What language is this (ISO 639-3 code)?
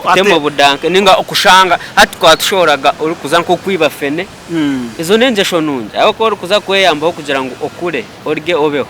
nyn